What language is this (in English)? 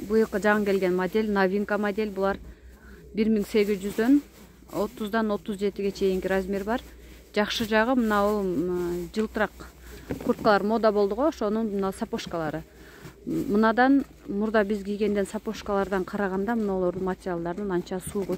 Kyrgyz